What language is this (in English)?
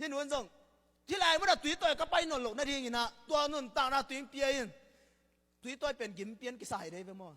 Tedim Chin